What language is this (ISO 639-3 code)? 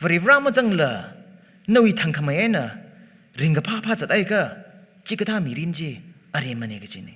nmf